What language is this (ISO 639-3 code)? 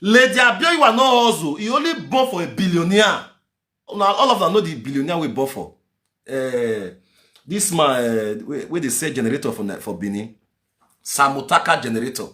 pcm